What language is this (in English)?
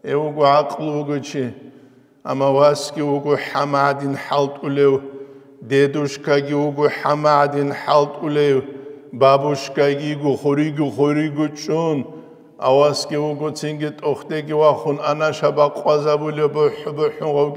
Avaric